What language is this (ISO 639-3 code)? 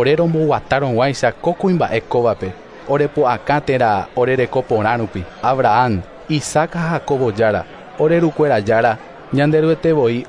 grn